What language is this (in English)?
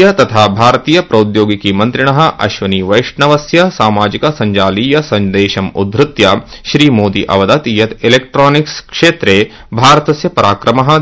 Sanskrit